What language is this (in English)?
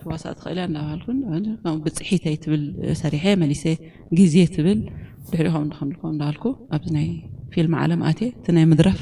Tigrinya